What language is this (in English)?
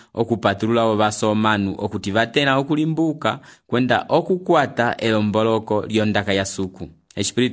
Umbundu